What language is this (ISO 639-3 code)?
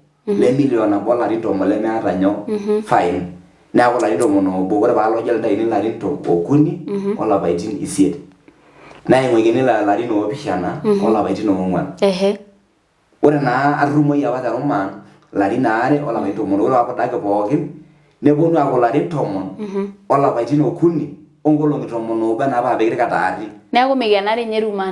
mas